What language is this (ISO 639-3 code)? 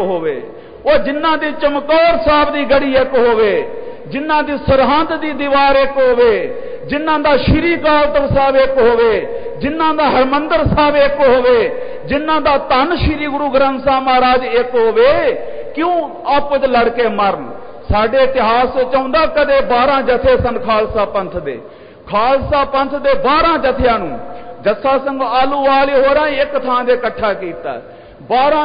pan